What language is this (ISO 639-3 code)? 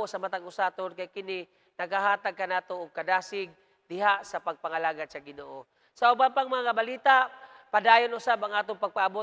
ceb